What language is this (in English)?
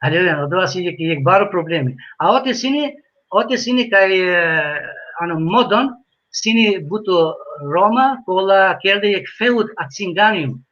Balkan Romani